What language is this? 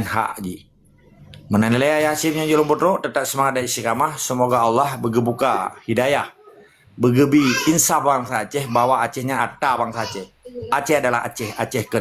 Achinese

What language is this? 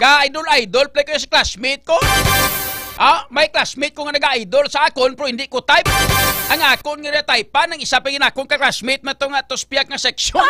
Hiligaynon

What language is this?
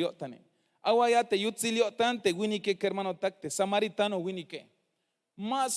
Tzeltal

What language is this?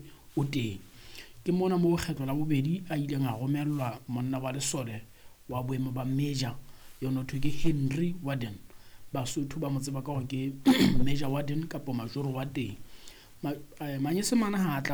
Southern Sotho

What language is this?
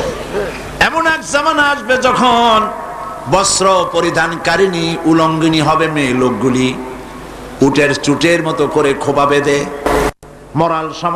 Bangla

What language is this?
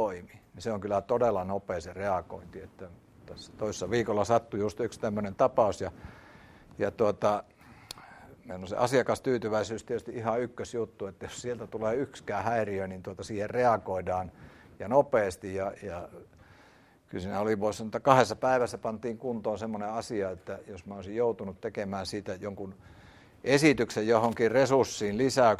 Finnish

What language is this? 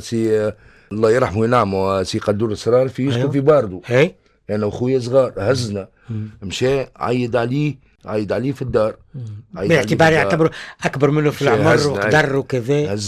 Tunisian Arabic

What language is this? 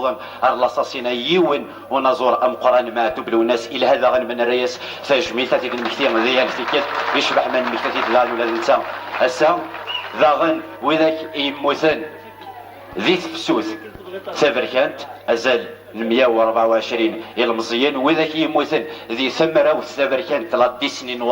Kabyle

